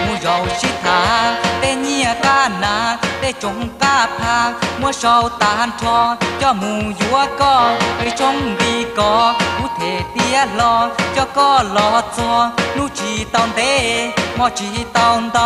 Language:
Hmong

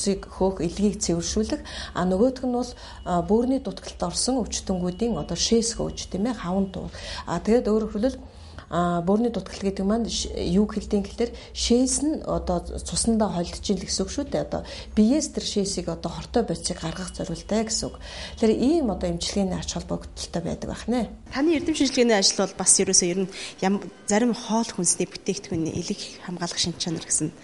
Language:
Mongolian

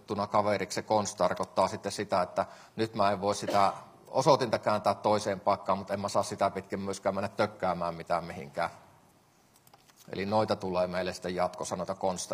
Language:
Finnish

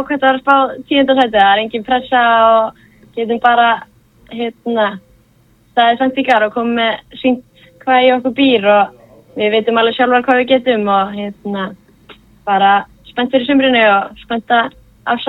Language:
Icelandic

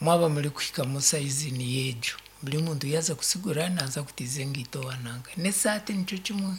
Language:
Nyankole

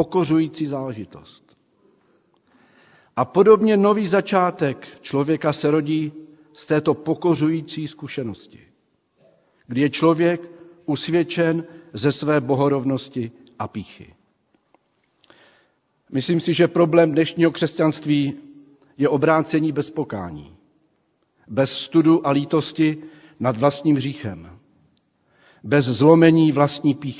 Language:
Czech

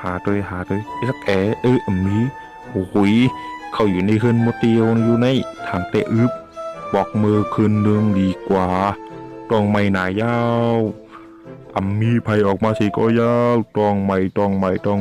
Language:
Shan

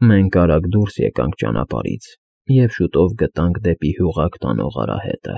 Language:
Armenian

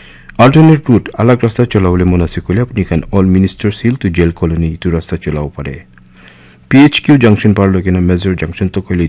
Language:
Naga Pidgin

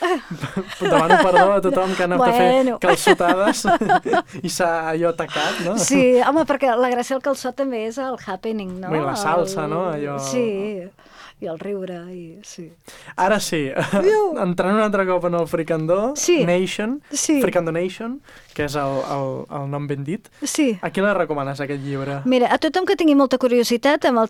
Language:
Catalan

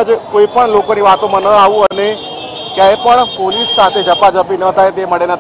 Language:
Gujarati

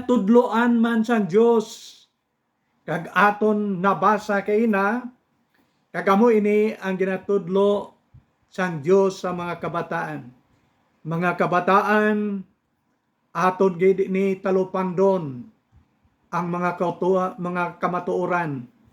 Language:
Hiligaynon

